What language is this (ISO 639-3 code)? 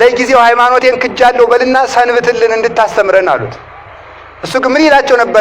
amh